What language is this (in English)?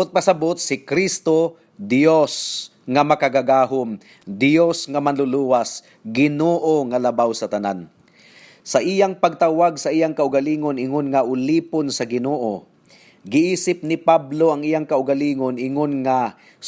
Cebuano